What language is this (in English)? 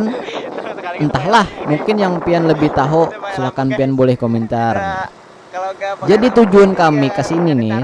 Banjar